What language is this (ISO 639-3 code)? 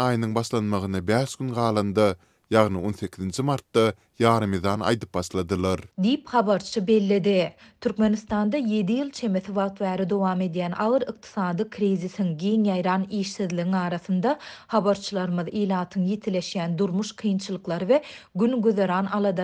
tuk